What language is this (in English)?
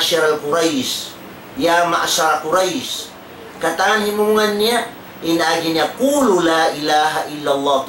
Tausug